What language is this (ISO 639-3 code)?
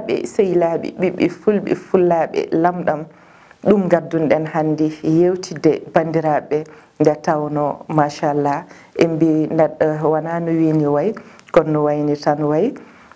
ful